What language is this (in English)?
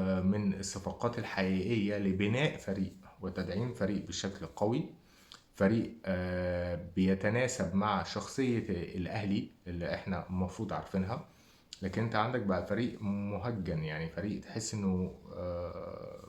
Egyptian Arabic